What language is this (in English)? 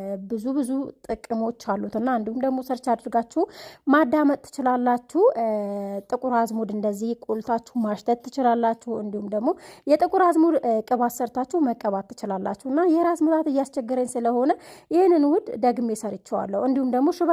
Amharic